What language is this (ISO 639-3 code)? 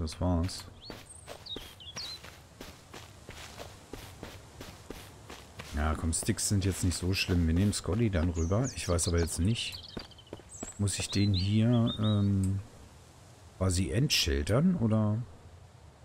deu